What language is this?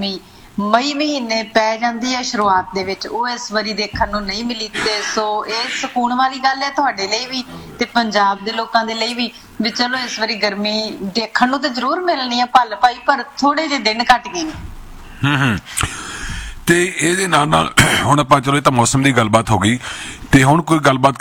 Punjabi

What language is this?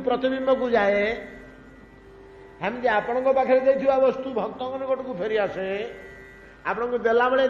Odia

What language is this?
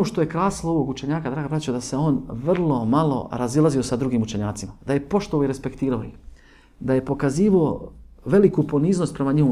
Bosnian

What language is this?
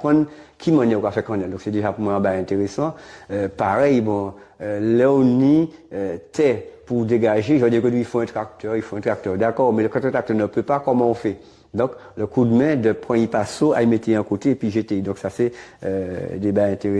Guadeloupean Creole French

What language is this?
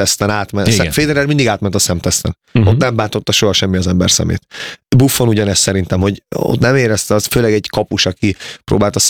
Hungarian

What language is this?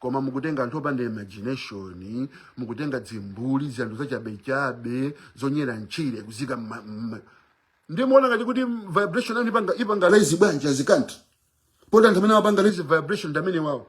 Nyanja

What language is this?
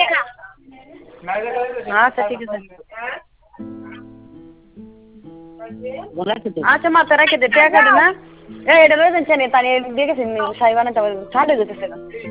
Bangla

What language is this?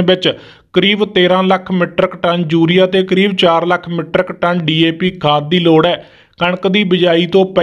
Punjabi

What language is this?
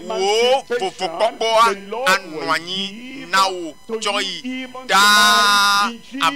Ewe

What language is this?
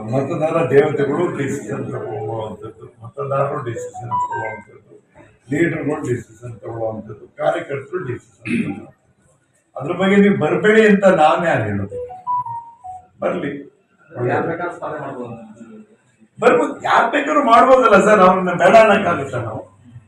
Kannada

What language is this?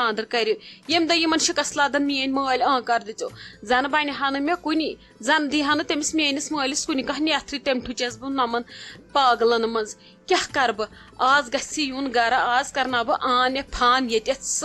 Kashmiri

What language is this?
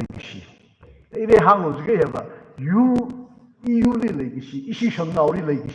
Tangkhul Naga (India)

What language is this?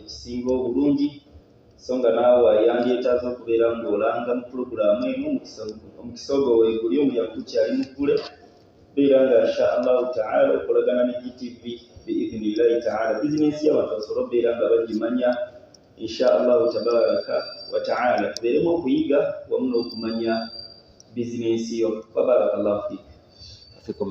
Ganda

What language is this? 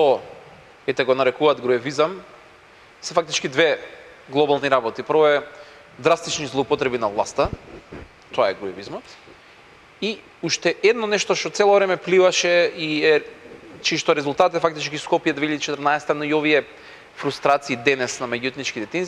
Macedonian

